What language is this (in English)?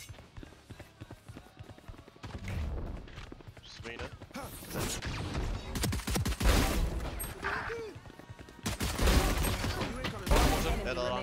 Swedish